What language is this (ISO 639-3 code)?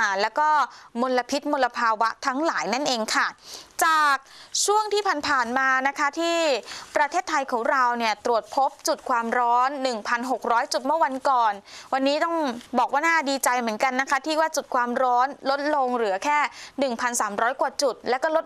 tha